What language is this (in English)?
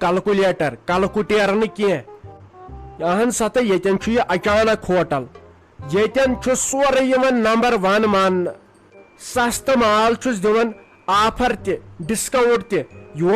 Kashmiri